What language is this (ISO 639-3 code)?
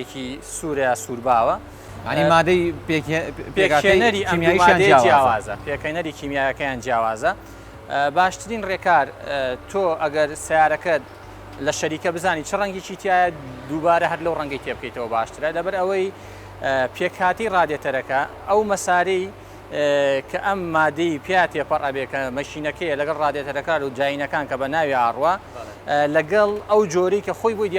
ckb